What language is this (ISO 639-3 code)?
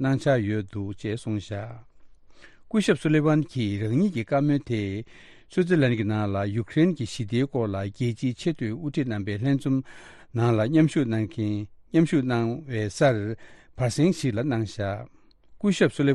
bod